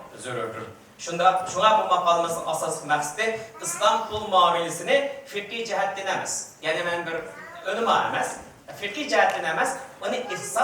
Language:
Uyghur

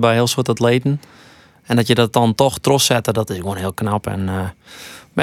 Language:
Western Frisian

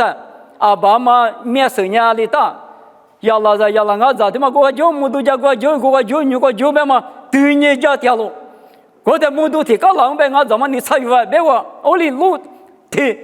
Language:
Lisu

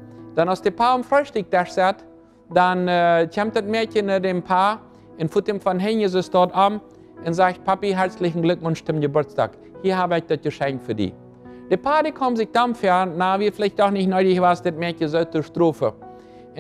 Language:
Plautdietsch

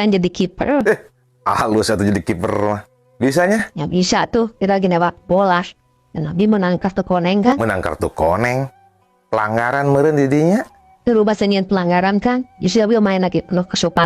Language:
Sundanese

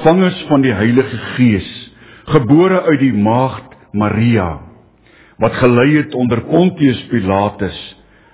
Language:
Afrikaans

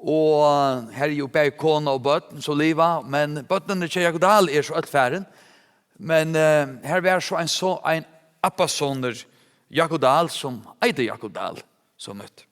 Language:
Faroese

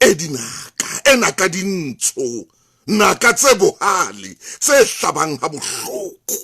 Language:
Southern Sotho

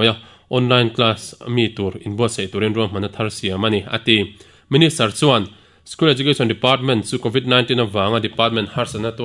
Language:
Mizo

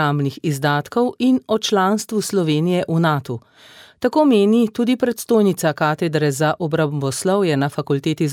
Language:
Slovenian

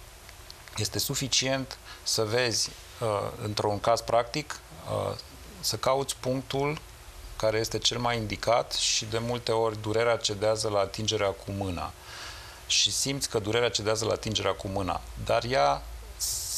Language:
Romanian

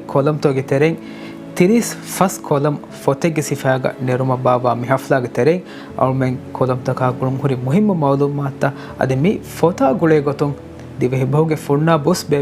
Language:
Divehi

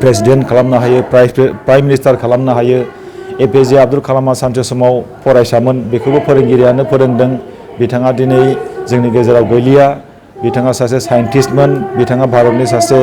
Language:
Bodo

